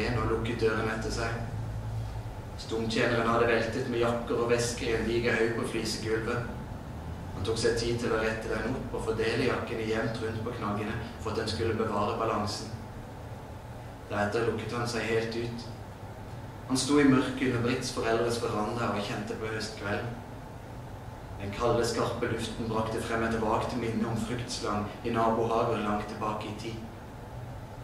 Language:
Norwegian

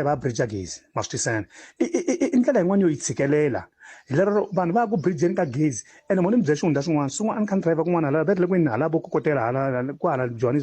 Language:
Tsonga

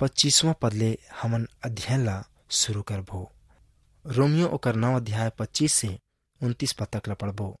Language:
Chhattisgarhi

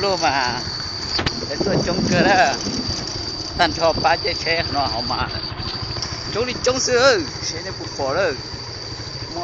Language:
Hmong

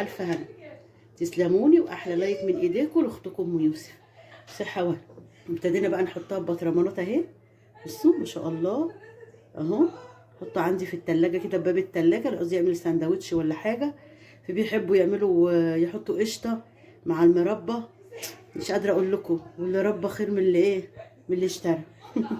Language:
Egyptian Arabic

